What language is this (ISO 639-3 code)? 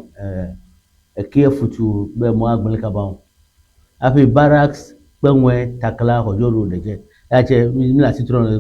ewe